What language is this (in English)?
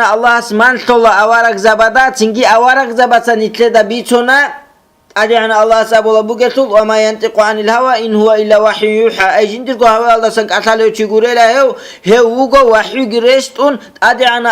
Avaric